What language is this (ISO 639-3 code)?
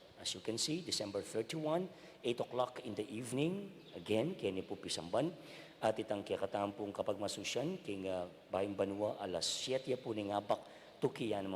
pam